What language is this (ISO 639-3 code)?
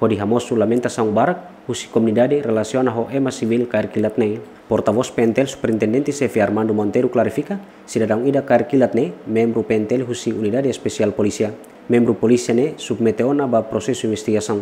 tet